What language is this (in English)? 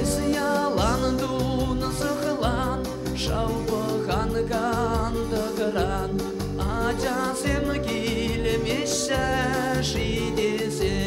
Chuvash